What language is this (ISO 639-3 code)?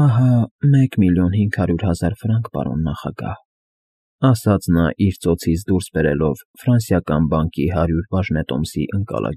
hye